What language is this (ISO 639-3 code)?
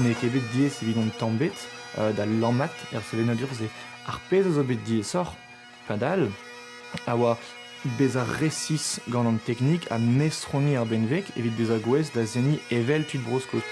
bre